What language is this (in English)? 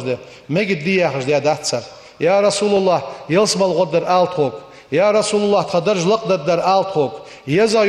Ingush